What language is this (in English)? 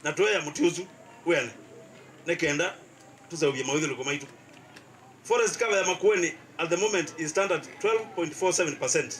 Kamba